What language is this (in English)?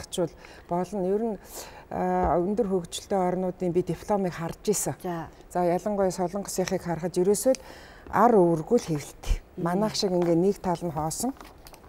Mongolian